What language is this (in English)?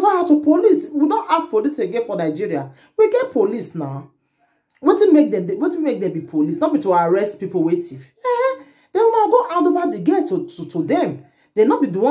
Nigerian Pidgin